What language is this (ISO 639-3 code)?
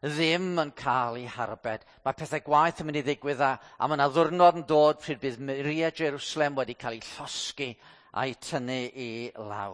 cym